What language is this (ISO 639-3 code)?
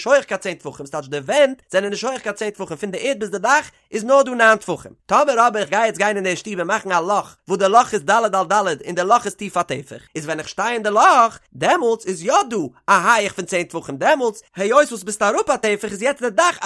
yid